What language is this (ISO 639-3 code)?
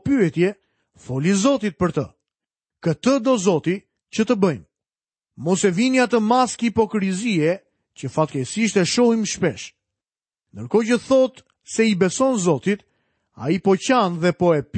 sqi